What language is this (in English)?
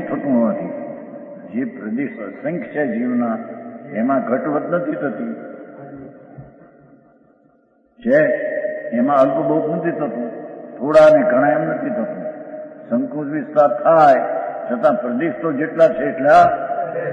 Gujarati